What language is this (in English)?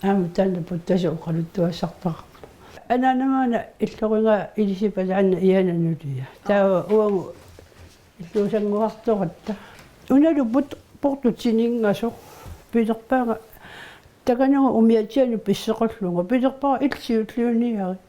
Kalaallisut